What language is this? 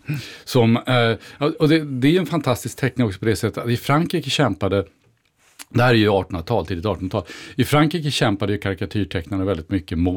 Swedish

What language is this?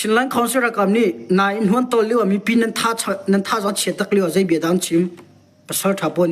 Hakha Chin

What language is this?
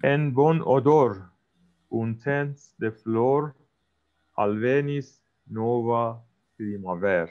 Esperanto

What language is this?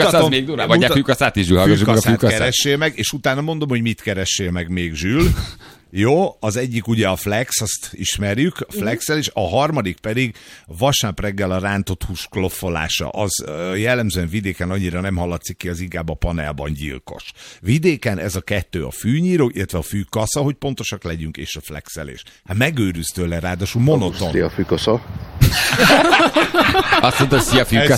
Hungarian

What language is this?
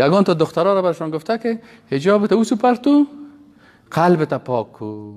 Persian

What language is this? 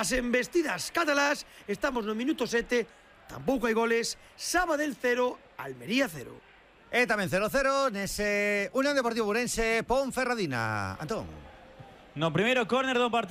Galician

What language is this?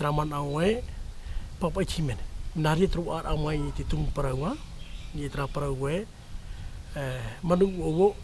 Tahitian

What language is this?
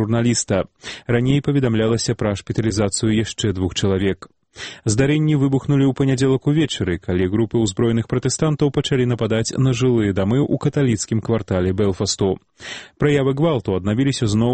Belarusian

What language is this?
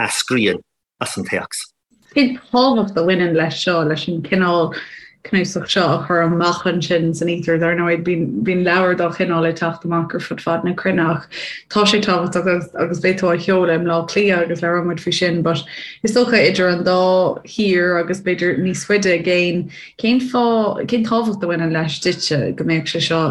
Irish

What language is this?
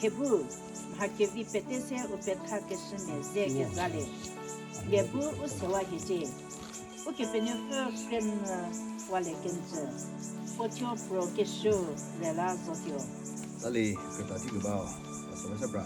Chokri Naga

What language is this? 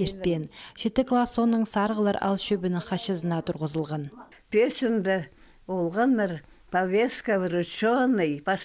Khakas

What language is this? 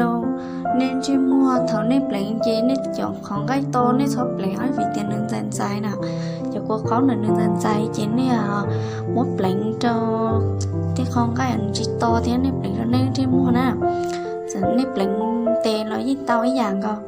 Hmong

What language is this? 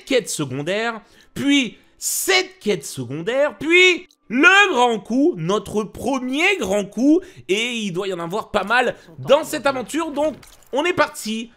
French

